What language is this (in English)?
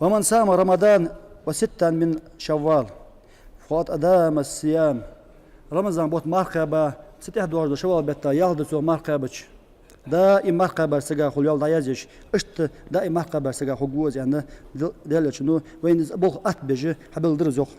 Ingush